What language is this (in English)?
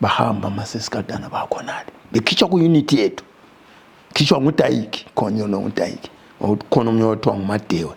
North Ndebele